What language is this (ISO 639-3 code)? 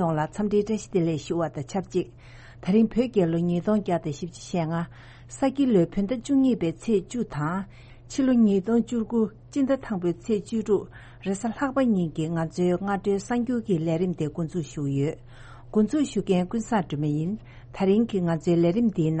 bod